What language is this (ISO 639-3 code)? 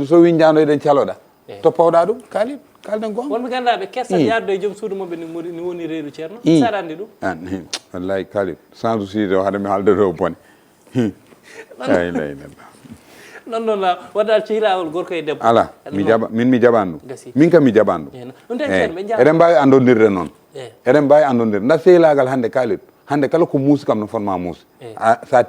ful